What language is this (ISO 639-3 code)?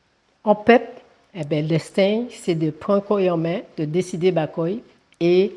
gcf